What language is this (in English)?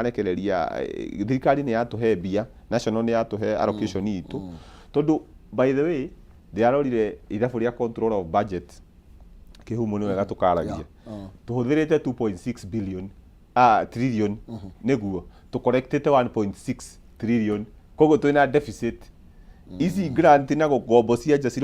Kikuyu